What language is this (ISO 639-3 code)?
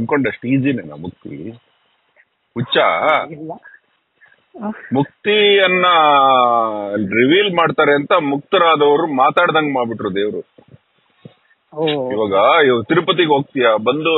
kan